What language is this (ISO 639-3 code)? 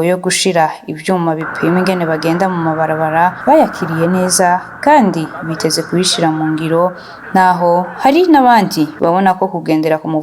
run